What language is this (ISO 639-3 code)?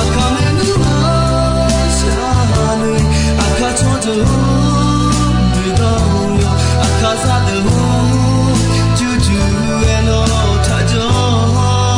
ahk